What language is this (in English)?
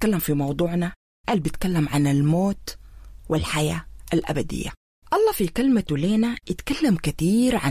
Sudanese Arabic